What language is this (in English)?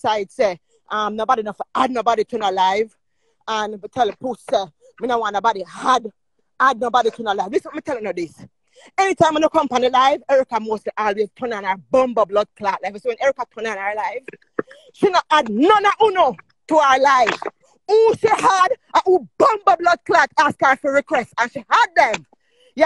Jamaican Creole English